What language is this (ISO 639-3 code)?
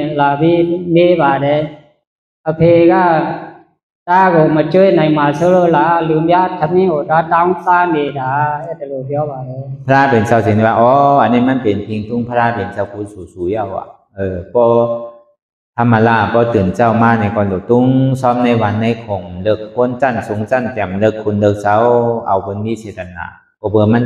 shn